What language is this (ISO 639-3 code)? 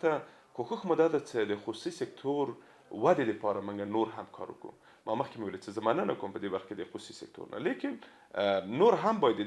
pus